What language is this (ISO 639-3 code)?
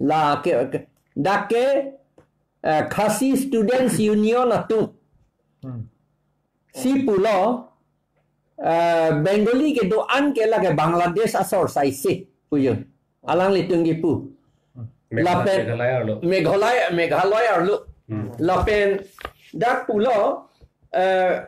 mjw